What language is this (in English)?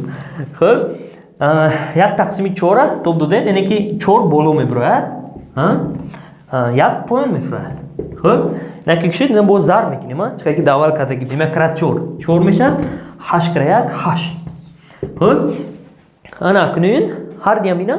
Tajik